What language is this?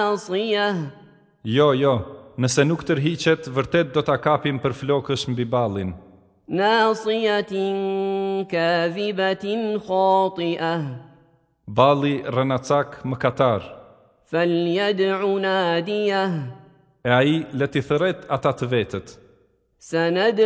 Albanian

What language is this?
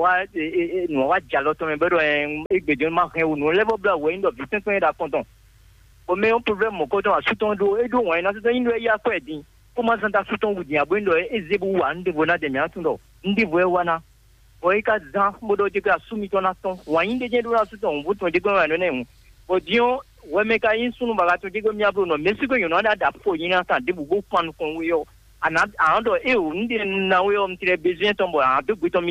Fon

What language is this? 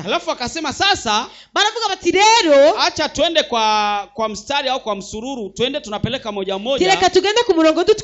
Rundi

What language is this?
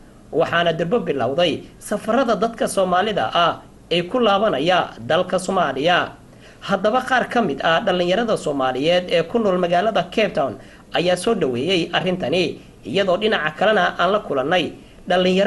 Somali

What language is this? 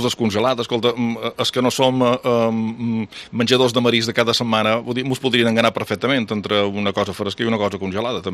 Catalan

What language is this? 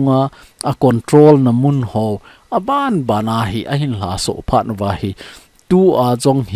Thado Chin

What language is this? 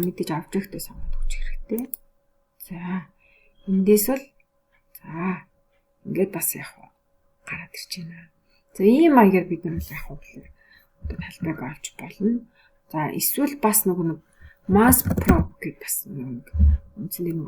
Mongolian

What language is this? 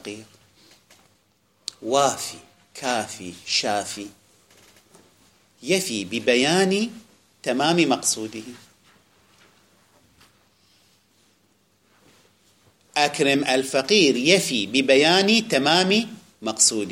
Arabic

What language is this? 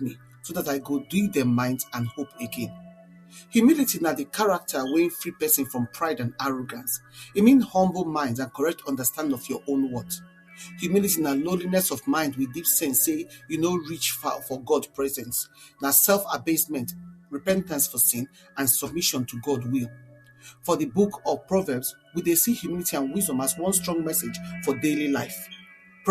Nigerian Pidgin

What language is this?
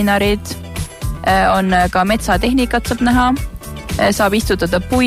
Estonian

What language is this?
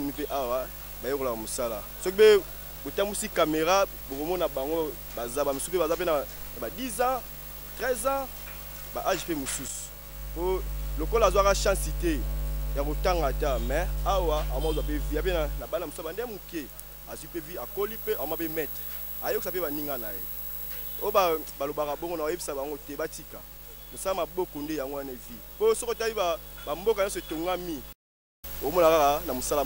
Lingala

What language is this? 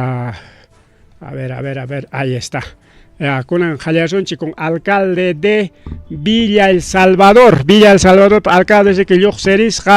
Ayacucho Quechua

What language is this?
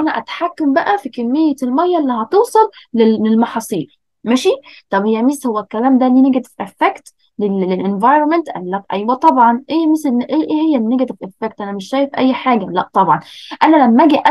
Egyptian Arabic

